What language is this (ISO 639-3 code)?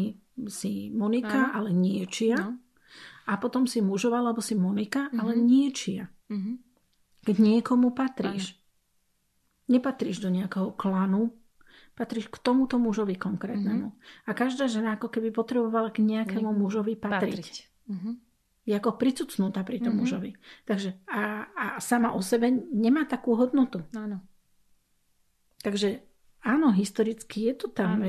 slk